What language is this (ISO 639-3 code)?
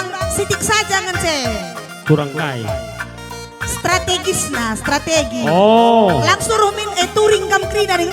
btx